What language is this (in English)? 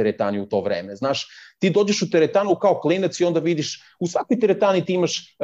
Serbian